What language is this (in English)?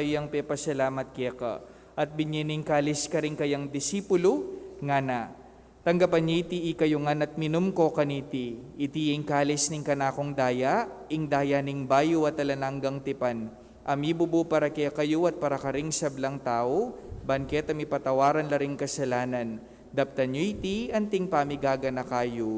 Pampanga